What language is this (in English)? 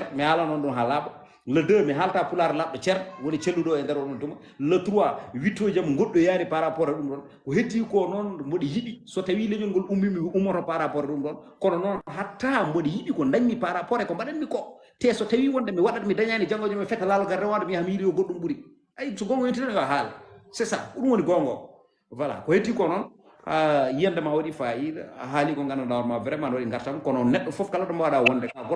Fula